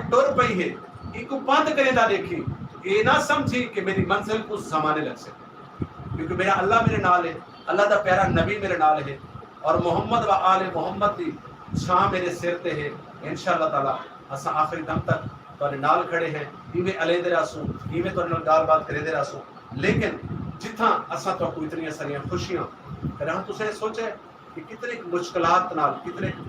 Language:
Saraiki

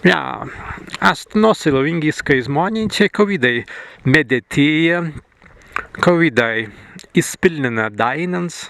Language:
Prussian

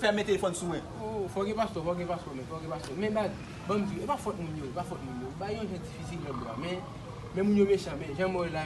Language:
Haitian Creole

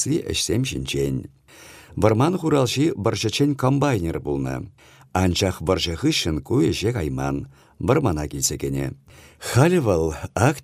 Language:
Chuvash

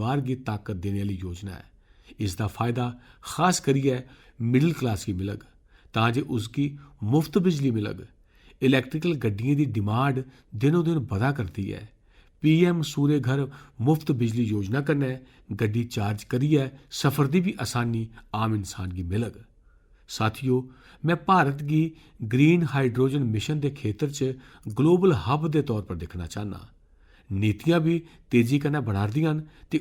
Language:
Dogri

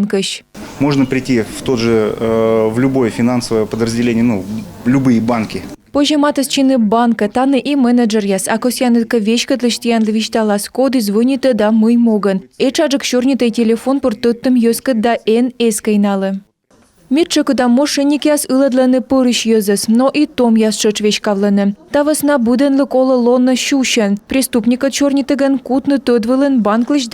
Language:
Komi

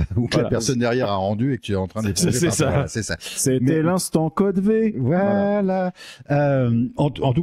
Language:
French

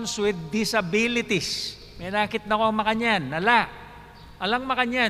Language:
Pampanga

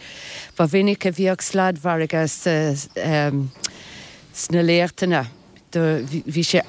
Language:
Irish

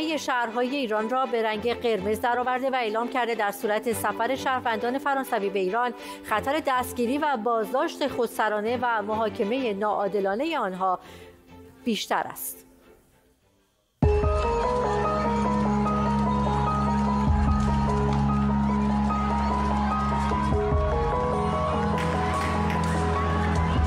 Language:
Persian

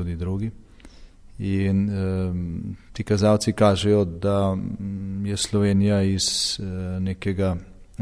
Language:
Slovenian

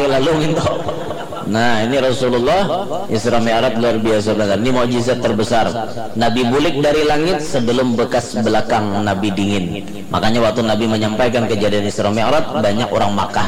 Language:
Banjar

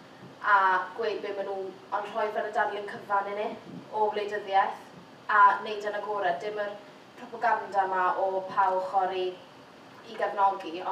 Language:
Welsh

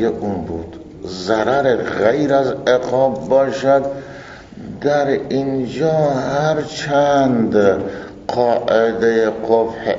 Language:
Persian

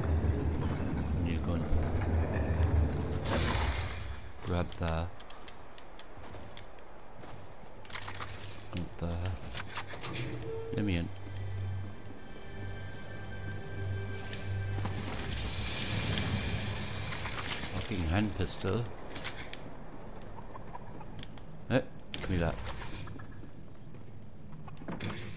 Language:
English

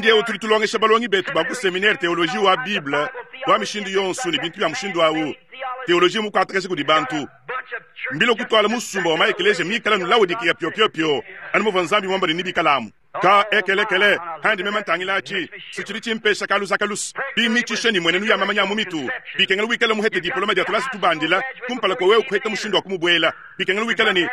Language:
Luba-Lulua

